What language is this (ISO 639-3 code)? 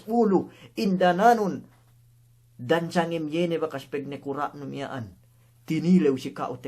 yka